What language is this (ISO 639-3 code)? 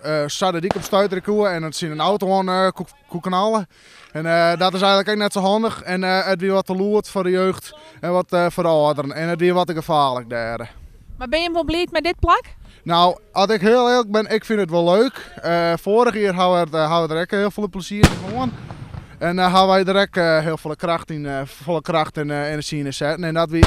fry